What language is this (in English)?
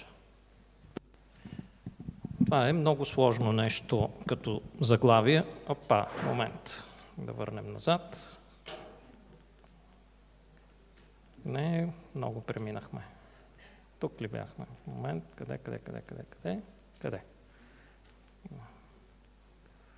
Bulgarian